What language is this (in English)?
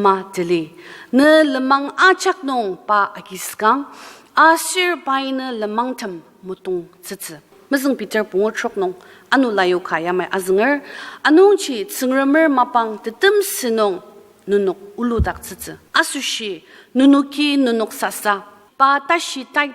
Ao Naga